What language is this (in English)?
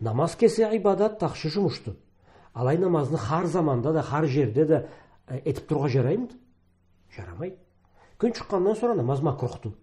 Karachay-Balkar